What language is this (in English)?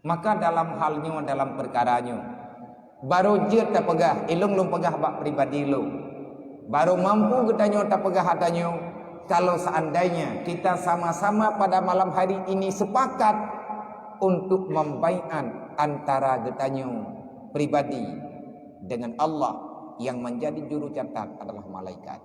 Achinese